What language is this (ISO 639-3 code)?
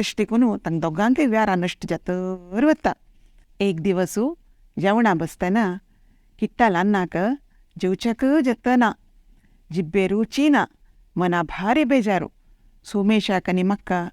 kok